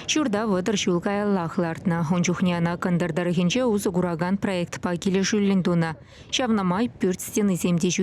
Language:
Chuvash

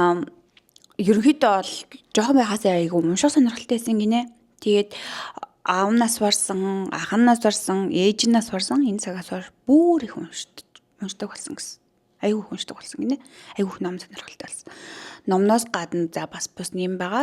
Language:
Mongolian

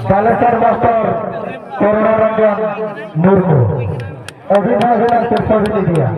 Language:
Santali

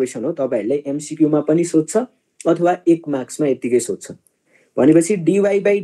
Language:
Nepali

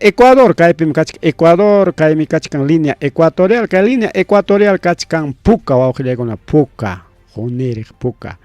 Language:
Ayacucho Quechua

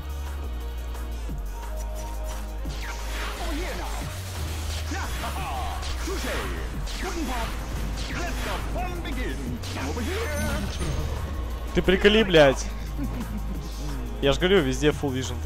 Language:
Russian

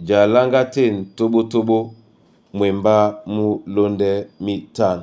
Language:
Duala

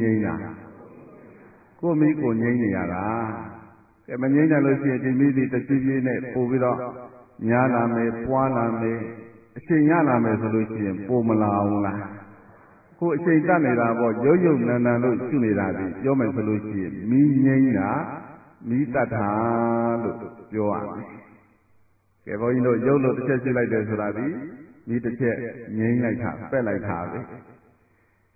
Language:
Burmese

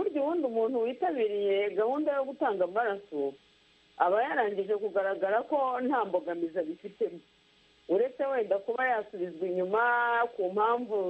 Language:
Kinyarwanda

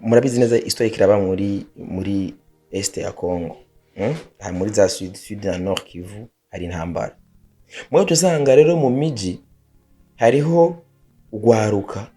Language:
Rundi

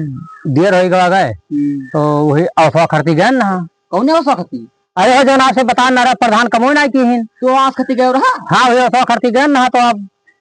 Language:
Awadhi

